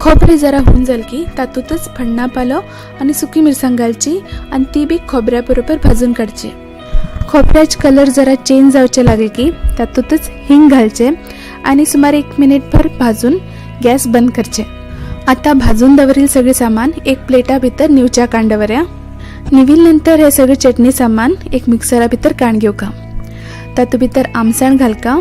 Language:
Konkani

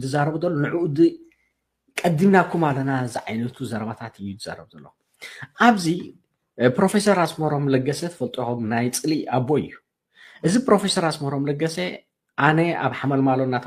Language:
Tigrinya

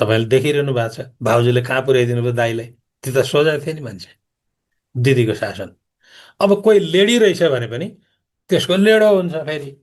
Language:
Nepali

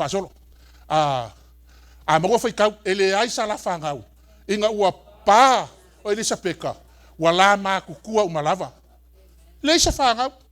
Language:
Samoan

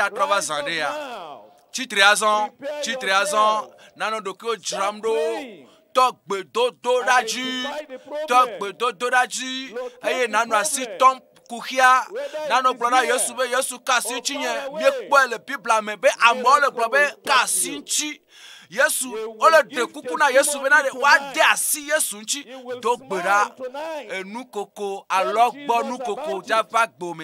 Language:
Ewe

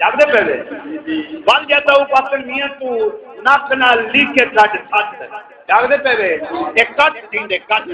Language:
Saraiki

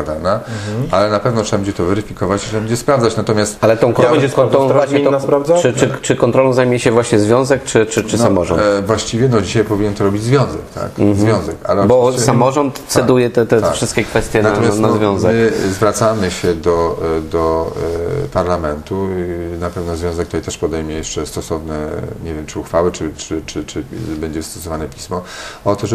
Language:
Polish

